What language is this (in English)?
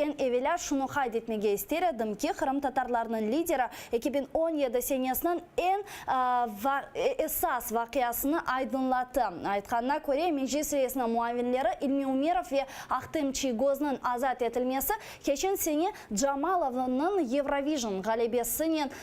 Crimean Tatar